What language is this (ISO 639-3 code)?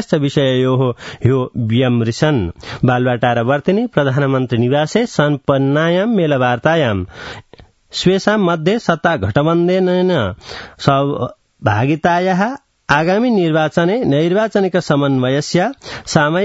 san